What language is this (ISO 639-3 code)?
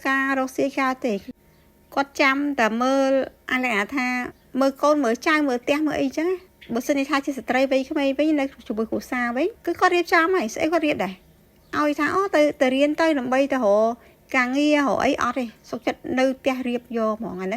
khm